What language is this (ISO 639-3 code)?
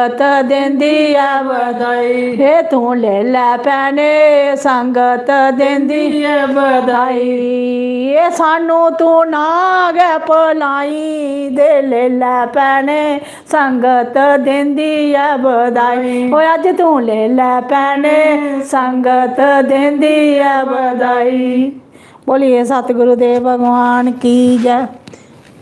doi